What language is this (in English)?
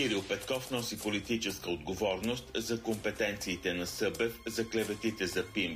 Bulgarian